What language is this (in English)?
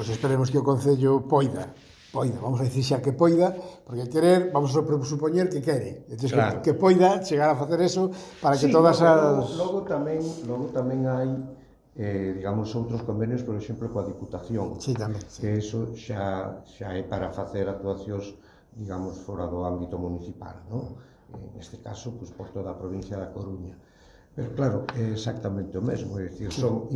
Galician